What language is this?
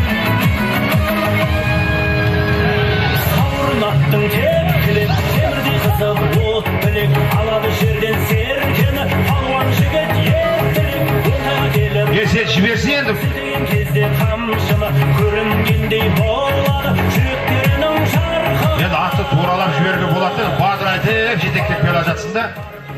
Kazakh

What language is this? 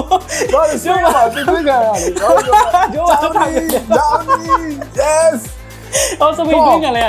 Burmese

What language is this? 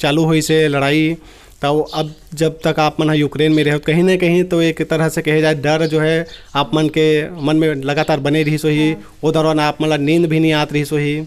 Chhattisgarhi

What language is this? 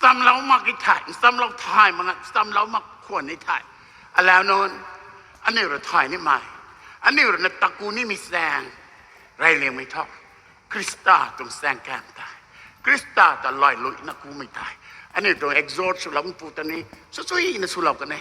Rongmei Naga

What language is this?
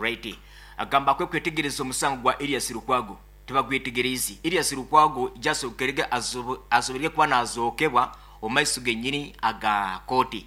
Nyoro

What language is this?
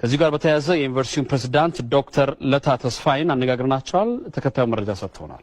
Amharic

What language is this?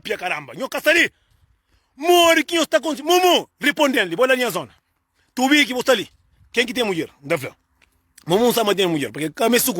Kabuverdianu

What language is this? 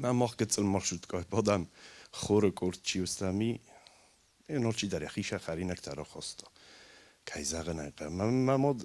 Ossetic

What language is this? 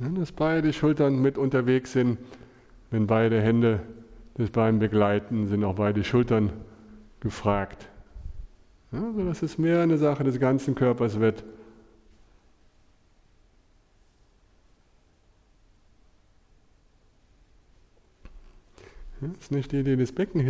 German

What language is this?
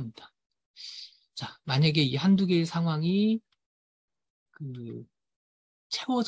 Korean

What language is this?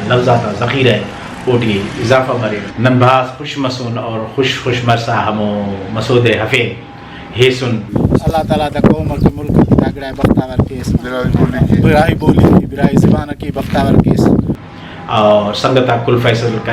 Brahui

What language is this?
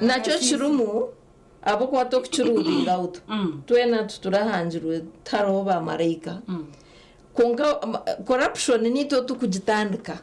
Nyankole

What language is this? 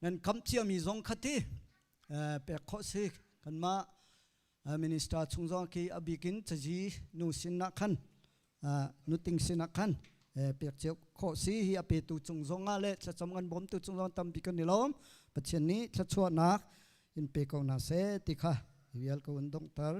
Hakha Chin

